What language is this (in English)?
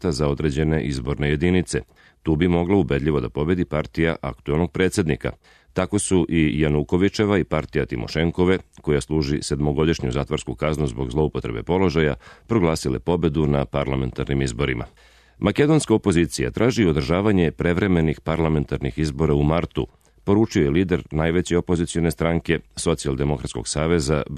Serbian